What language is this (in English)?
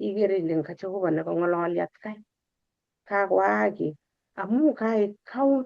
Kalenjin